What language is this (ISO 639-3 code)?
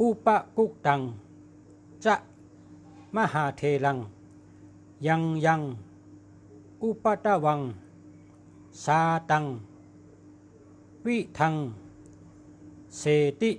shn